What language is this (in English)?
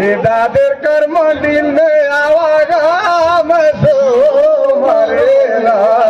Surgujia